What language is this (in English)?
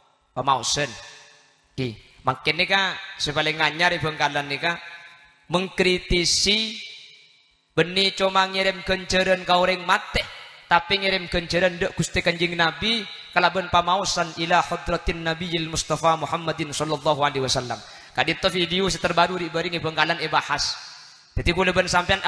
Madurese